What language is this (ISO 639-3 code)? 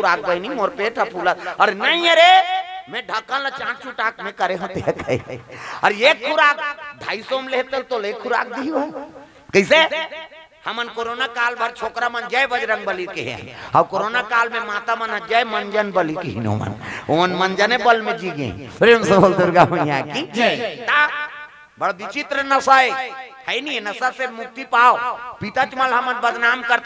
hne